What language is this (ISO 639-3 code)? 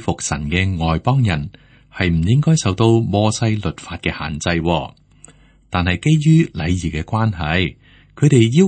yue